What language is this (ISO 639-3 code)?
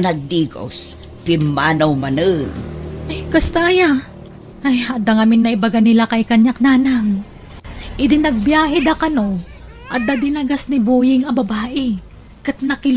ilo